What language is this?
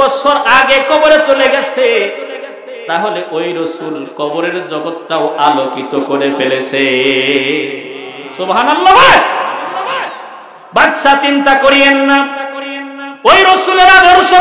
Bangla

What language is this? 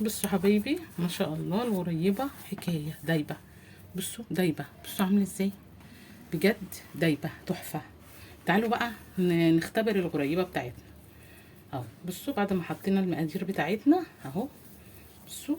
Egyptian Arabic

